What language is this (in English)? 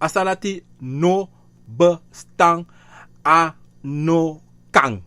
Sranan Tongo